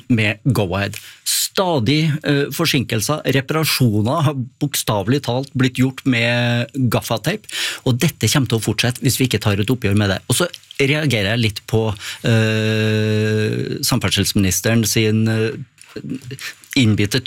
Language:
Norwegian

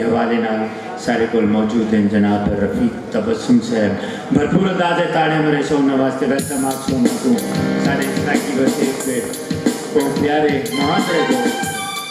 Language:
Saraiki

